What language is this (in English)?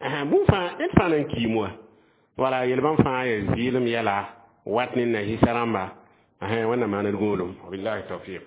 Mossi